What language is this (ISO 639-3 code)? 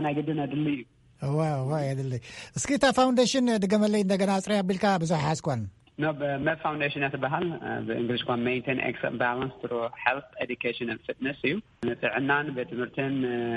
tir